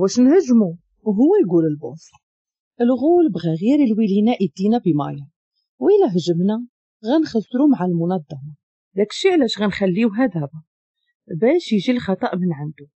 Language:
Moroccan Arabic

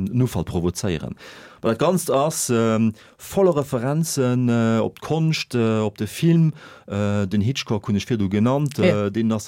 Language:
Luxembourgish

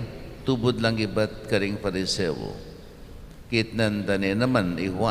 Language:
Pampanga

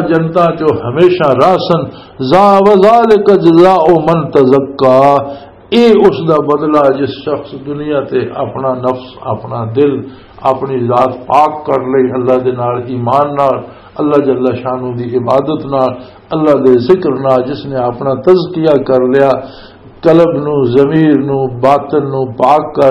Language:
Western Panjabi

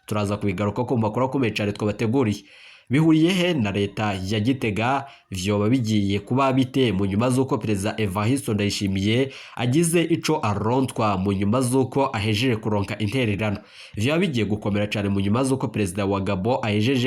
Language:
Rundi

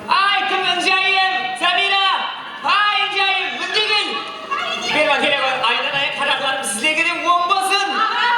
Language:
Kara-Kalpak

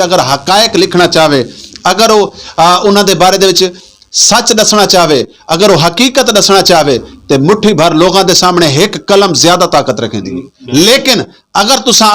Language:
Saraiki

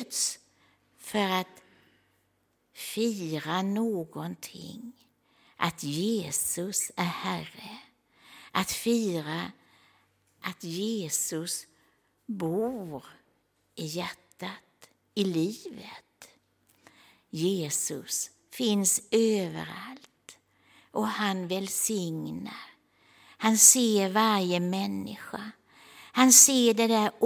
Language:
Swedish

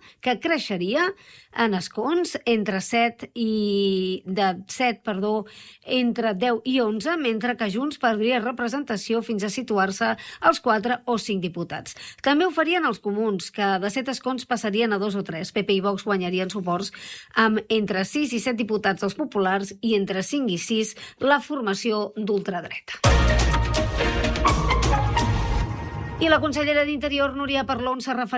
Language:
Catalan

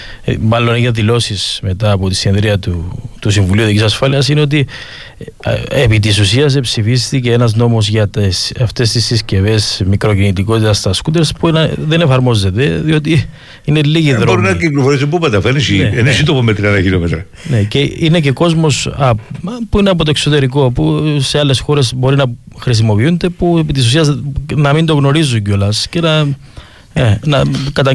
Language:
Greek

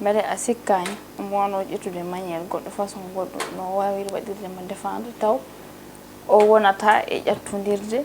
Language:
Fula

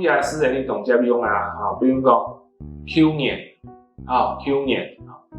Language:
Hakka Chinese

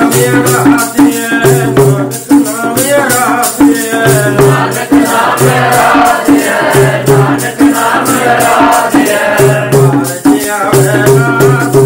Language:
Punjabi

